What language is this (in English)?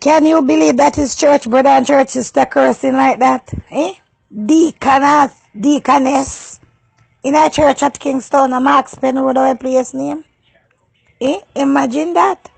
Jamaican Creole English